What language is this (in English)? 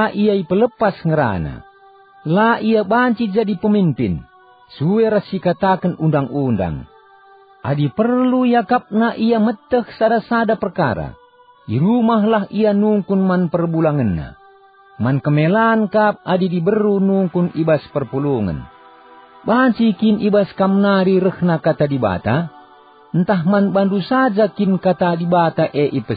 Batak Karo